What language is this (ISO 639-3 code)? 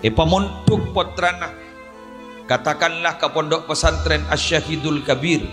mad